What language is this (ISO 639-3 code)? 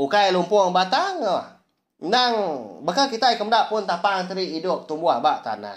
iba